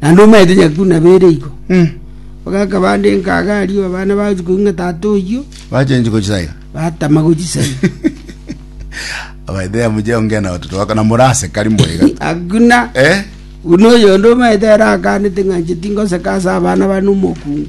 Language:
Gusii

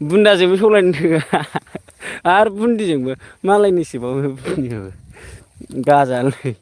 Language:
Bodo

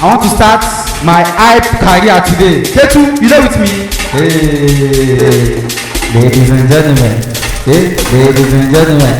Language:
Nigerian Pidgin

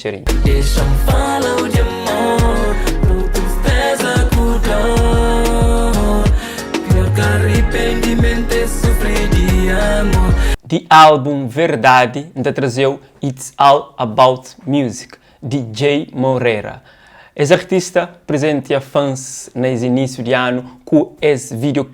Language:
Kabuverdianu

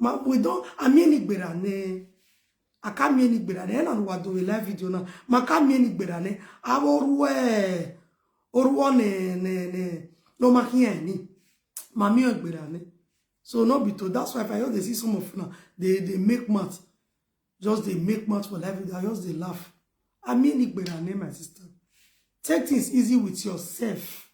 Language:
Nigerian Pidgin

